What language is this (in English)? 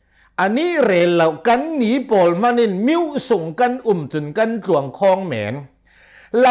Hakha Chin